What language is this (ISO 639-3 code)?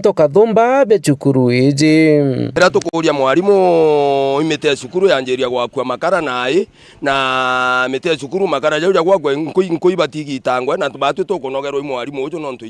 mer